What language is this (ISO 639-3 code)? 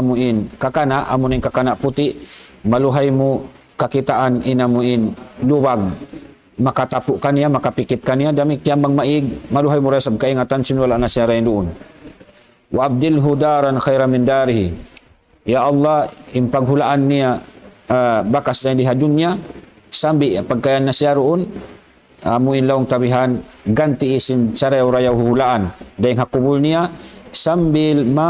tsg